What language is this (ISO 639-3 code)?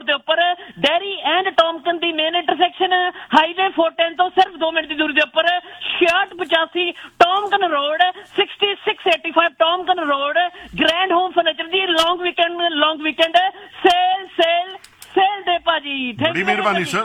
pan